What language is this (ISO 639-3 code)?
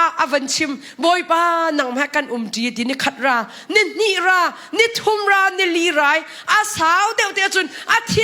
cnh